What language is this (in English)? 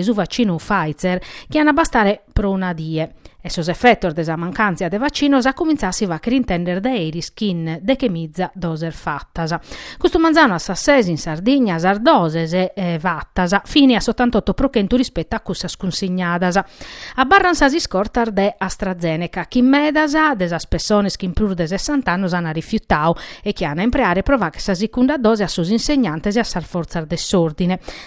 Sardinian